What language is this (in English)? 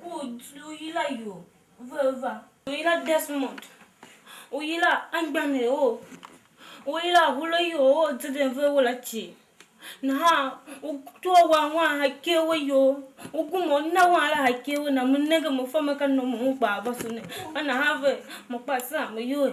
Tiv